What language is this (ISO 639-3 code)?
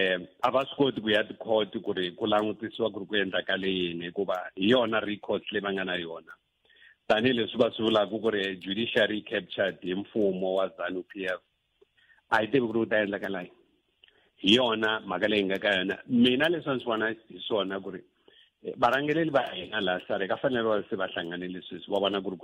tso